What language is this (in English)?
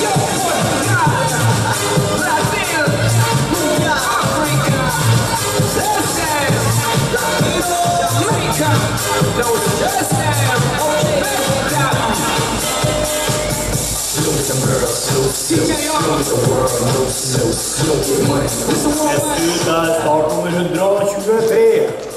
Norwegian